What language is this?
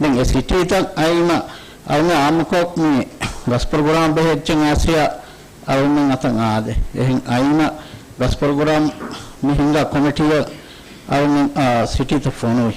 Divehi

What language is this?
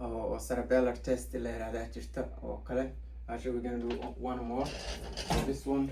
Somali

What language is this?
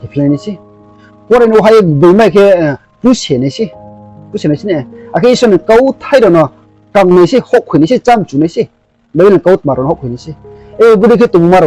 Riang (India)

